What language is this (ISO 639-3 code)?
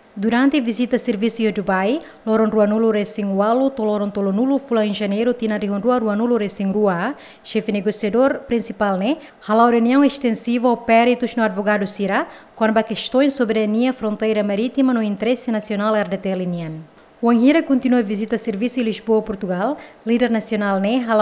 tet